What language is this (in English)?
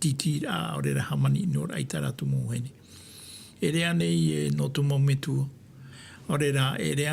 Tahitian